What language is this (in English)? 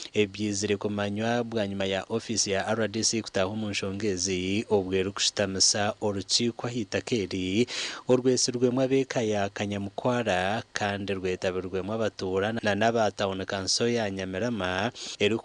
Nyankole